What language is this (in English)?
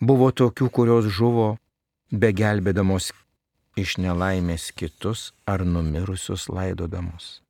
Lithuanian